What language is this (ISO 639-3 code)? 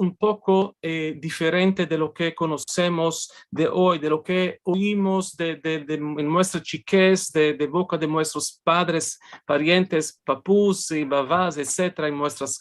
lad